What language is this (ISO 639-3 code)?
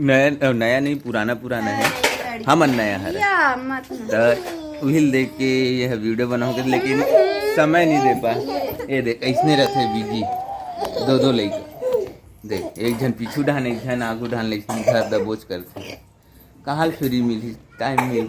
hne